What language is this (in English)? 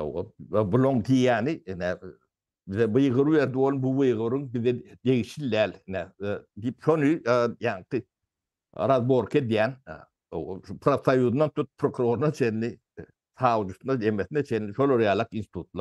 Turkmen